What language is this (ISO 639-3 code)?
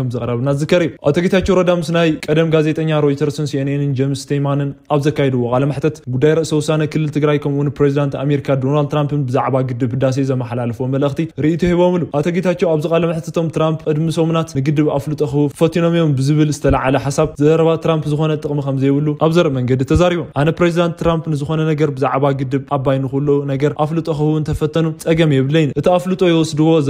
tir